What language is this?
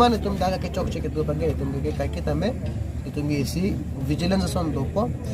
Karbi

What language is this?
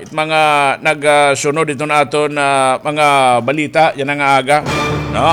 Waray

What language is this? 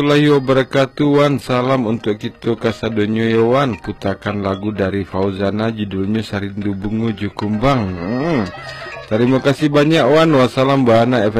Minangkabau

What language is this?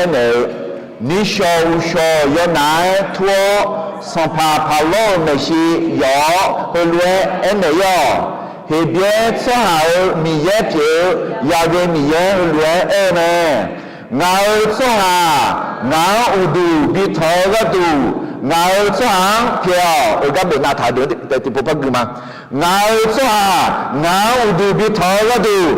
Akha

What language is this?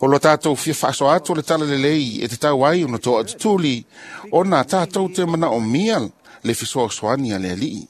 Samoan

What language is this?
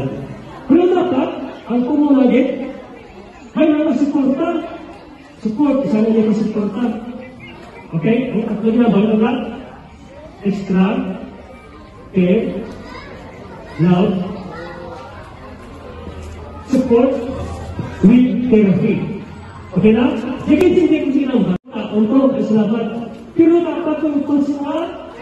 Filipino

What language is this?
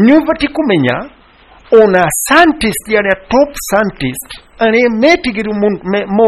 Kikuyu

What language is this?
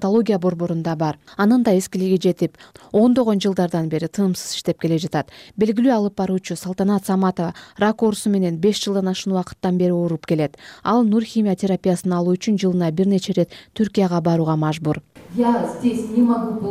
Kyrgyz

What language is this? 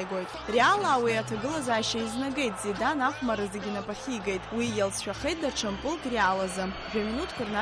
Abkhazian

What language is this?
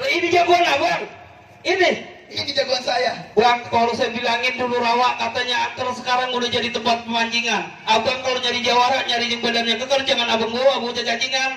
Betawi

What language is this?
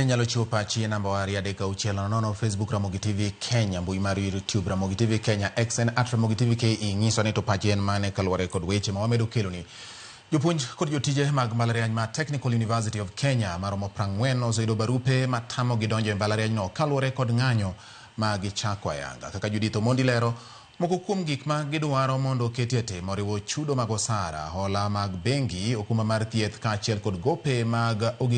Luo (Kenya and Tanzania)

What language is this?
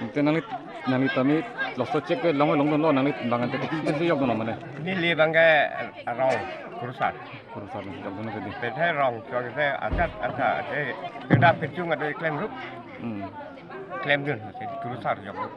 Karbi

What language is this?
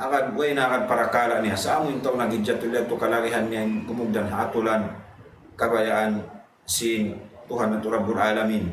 Tausug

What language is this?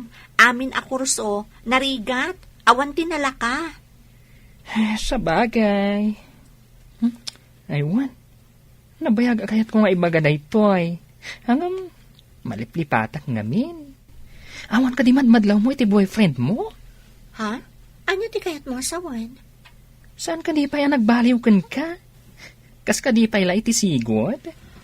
Iloko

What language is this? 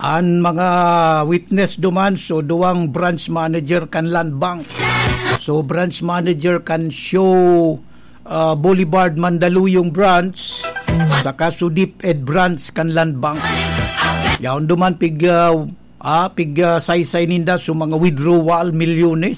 Bikol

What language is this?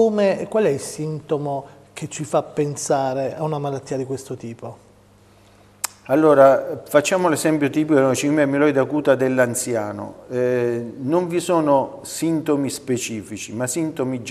Italian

